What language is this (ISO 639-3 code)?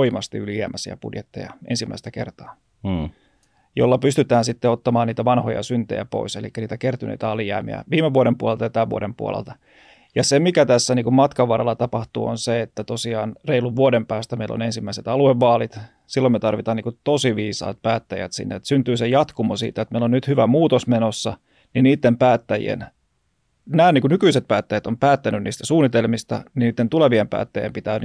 fin